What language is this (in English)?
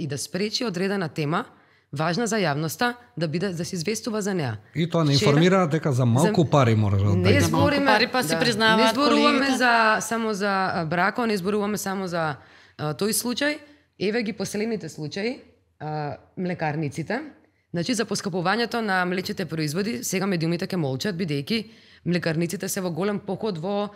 Macedonian